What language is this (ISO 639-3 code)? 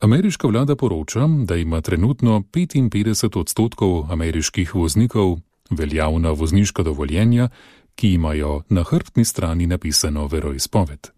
slv